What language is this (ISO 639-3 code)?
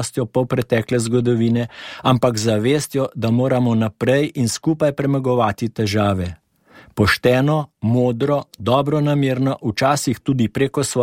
slv